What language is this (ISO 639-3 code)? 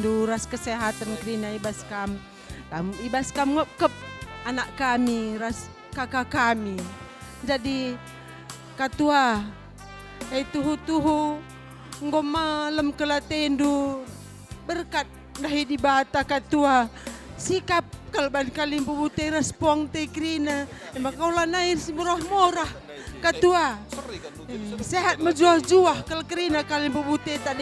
btx